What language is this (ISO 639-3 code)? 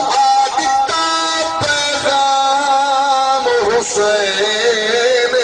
skr